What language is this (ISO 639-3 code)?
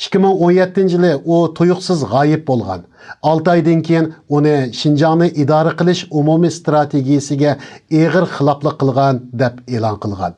uig